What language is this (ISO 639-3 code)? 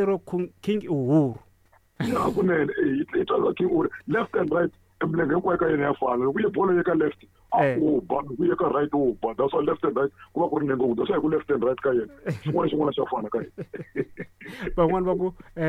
tso